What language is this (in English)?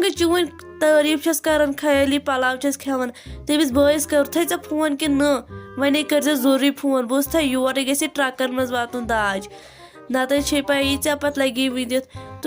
Kashmiri